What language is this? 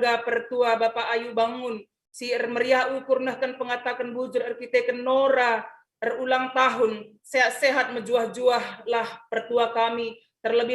Batak Karo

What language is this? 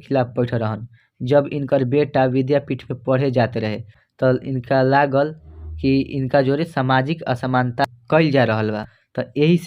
Bhojpuri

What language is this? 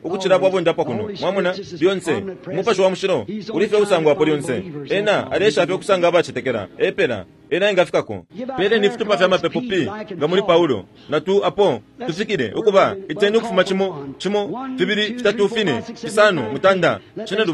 Bemba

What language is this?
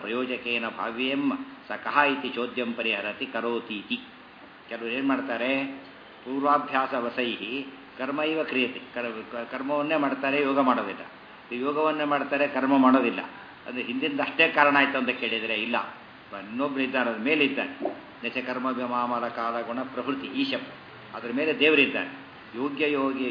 Kannada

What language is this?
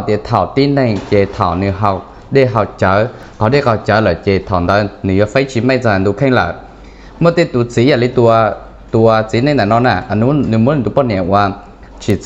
Hmong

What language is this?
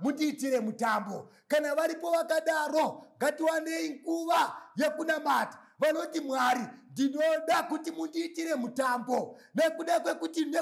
Shona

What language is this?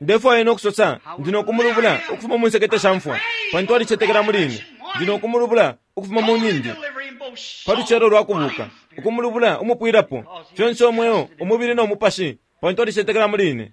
Bemba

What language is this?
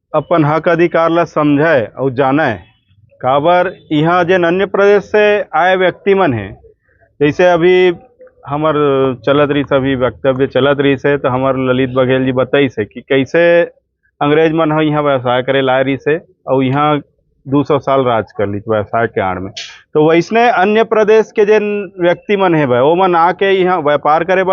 Chhattisgarhi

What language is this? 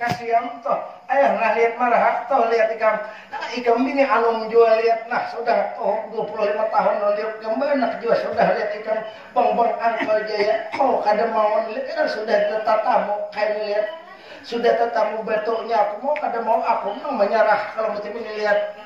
Banjar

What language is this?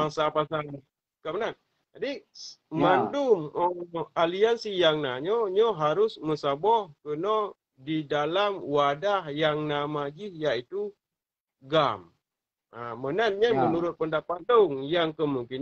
Achinese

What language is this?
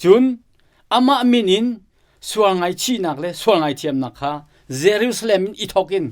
Hakha Chin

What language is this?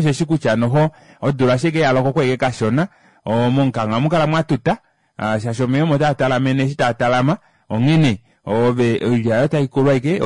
Kuanyama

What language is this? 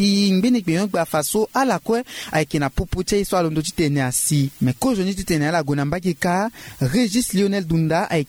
Sango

